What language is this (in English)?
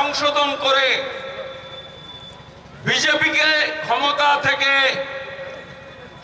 Bangla